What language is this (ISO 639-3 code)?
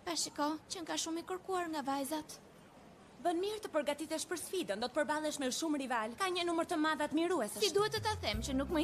sqi